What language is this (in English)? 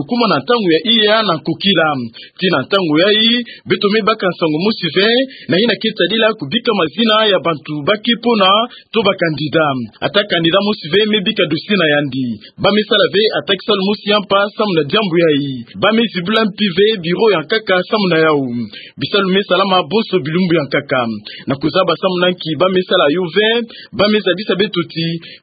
Kituba (Democratic Republic of Congo)